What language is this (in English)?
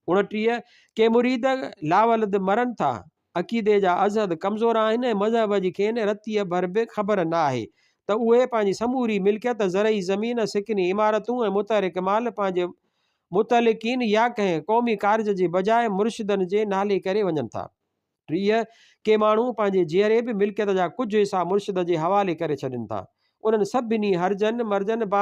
Sindhi